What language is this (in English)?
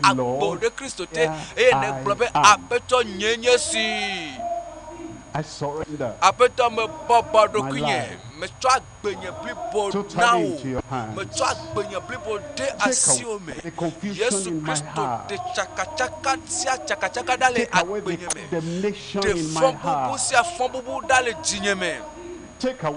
Ewe